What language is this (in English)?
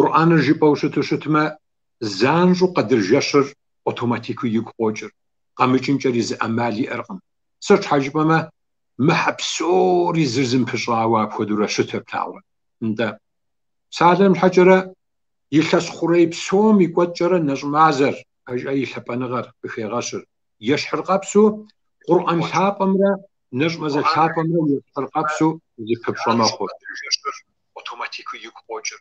Kabardian